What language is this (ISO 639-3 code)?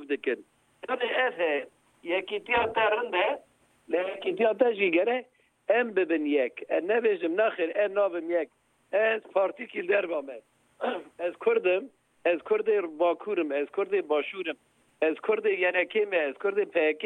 kur